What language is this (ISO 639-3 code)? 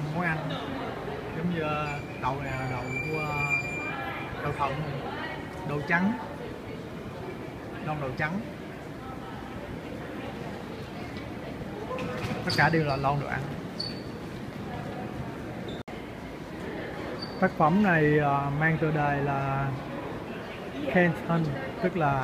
vie